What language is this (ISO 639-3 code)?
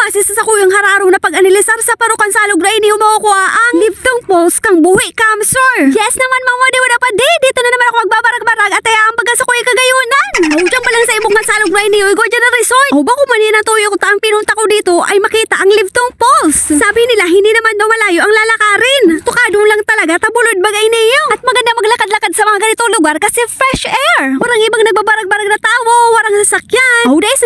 bik